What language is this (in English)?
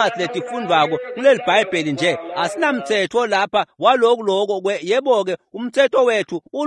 Swati